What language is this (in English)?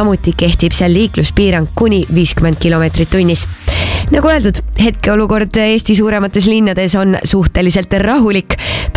Estonian